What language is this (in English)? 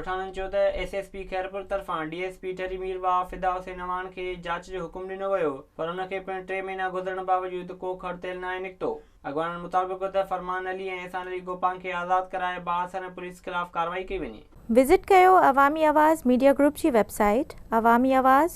Sindhi